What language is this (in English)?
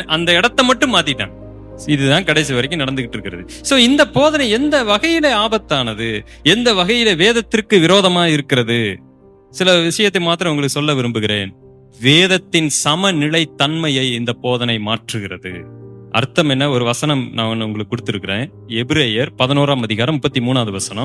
Tamil